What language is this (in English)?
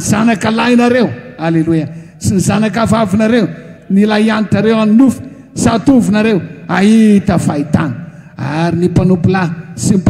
Malagasy